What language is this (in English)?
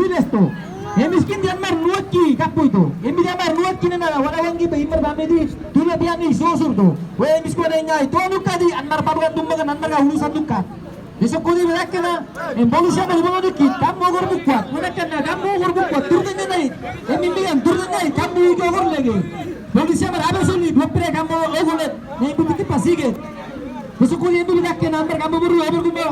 San Blas Kuna